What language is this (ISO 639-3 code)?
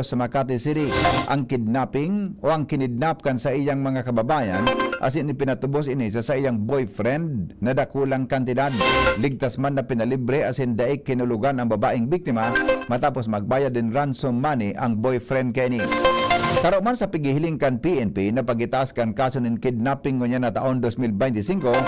bik